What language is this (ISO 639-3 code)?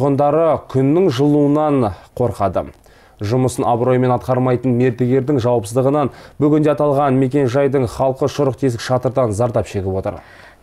kaz